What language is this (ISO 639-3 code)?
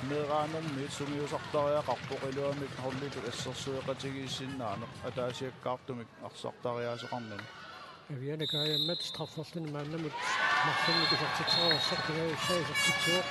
kal